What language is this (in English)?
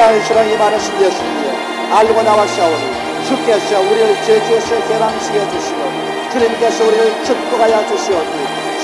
Korean